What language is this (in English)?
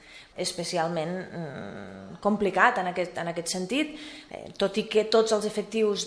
Catalan